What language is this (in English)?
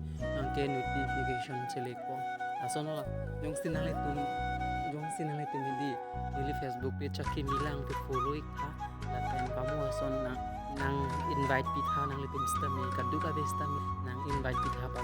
Karbi